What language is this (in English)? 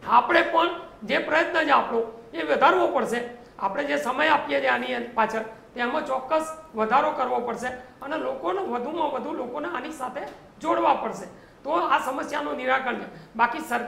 Gujarati